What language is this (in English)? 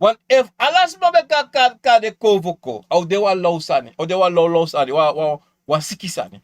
Sranan Tongo